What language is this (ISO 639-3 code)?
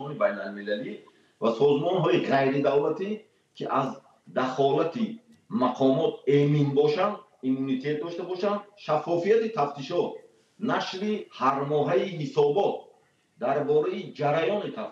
tgk